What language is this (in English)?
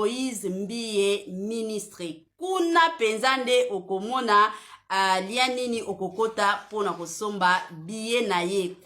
Lingala